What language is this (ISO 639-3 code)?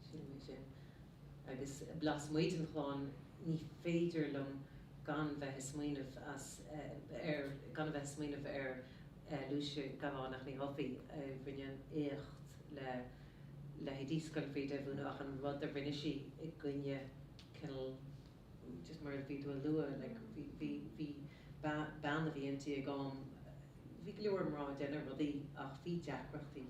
gle